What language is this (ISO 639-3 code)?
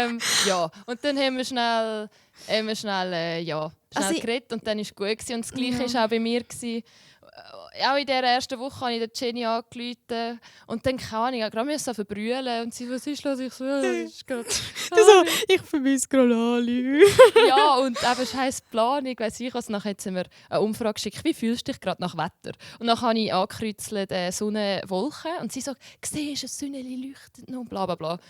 gsw